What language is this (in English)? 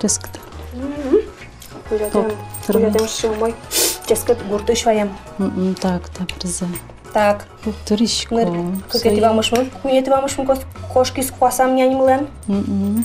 Udmurt